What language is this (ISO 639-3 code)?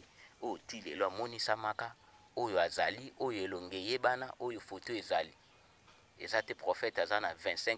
lin